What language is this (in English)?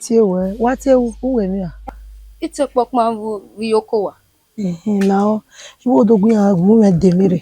Bini